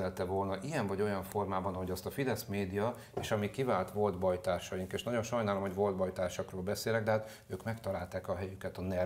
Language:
Hungarian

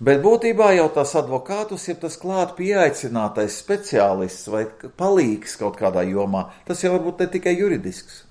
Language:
Latvian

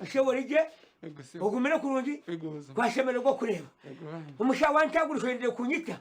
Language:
Nyankole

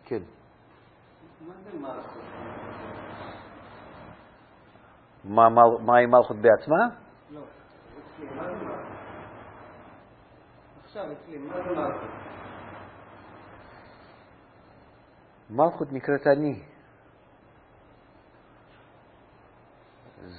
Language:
Hebrew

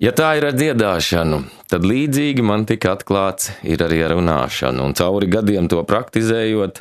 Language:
Latvian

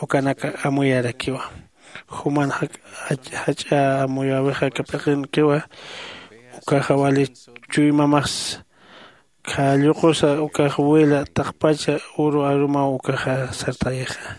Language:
Aymara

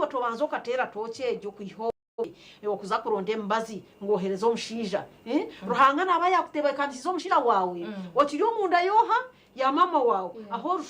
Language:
Nyankole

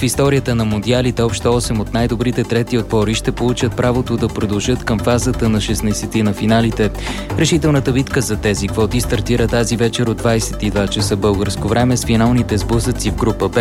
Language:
Bulgarian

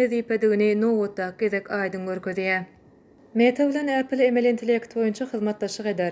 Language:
Turkmen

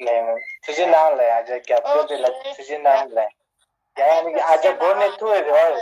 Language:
Tibetan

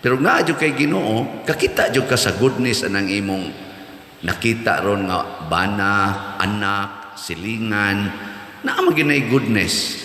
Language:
Cebuano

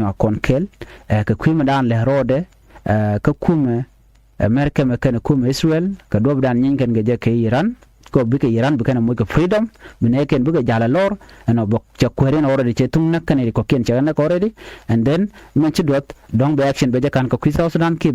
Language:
Nuer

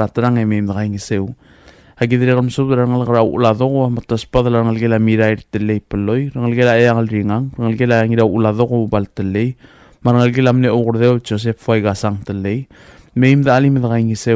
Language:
Palauan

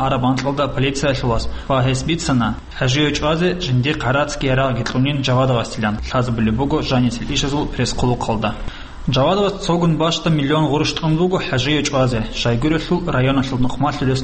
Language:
Avaric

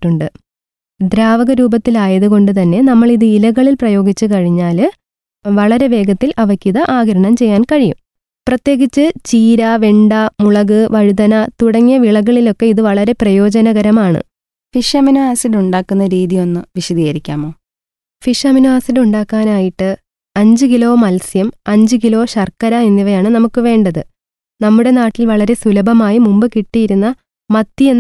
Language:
Malayalam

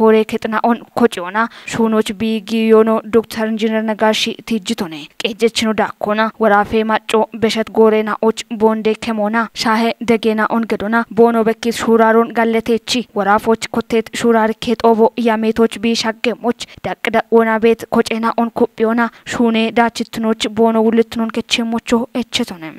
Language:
Kafa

